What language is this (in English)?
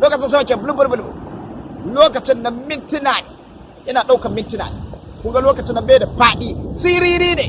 Hausa